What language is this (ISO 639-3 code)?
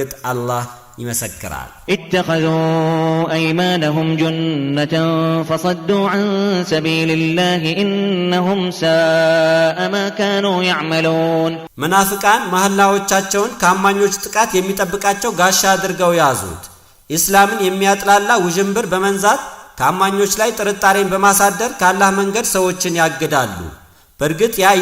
amh